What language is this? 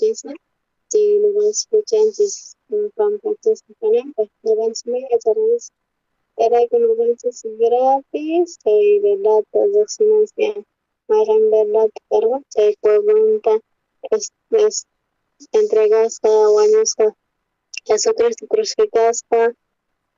South Bolivian Quechua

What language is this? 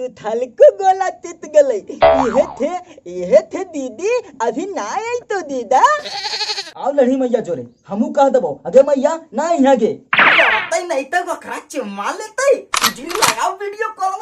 Magahi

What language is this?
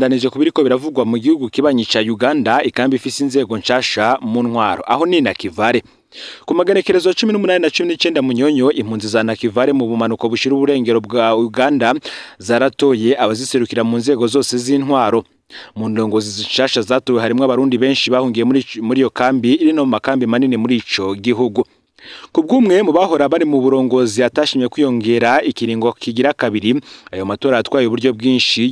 Rundi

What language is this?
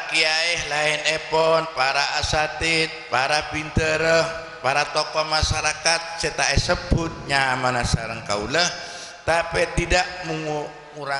Madurese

